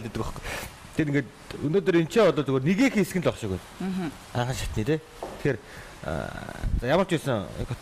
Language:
Mongolian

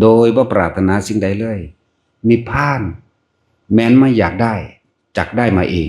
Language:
Northeastern Thai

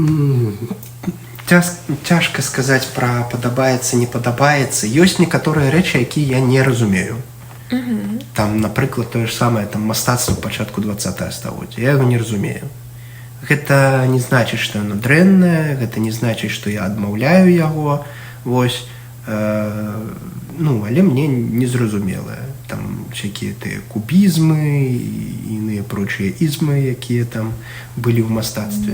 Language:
Belarusian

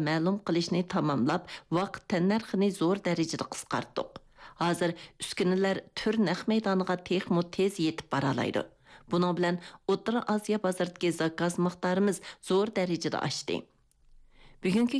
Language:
Uyghur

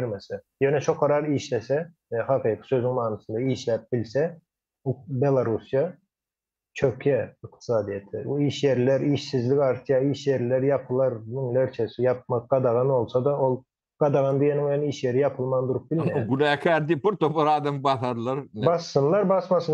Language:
Turkmen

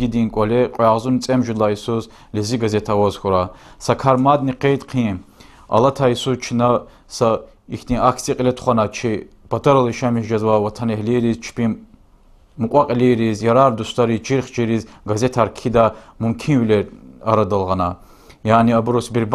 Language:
Lezghian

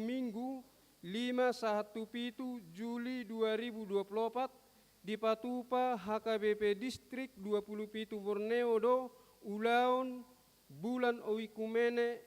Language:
Batak Toba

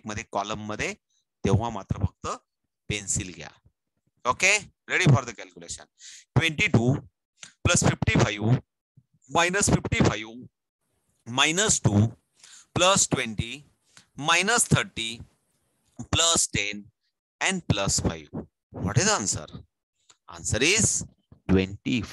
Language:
Marathi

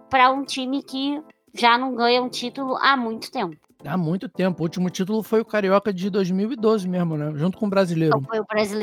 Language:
Portuguese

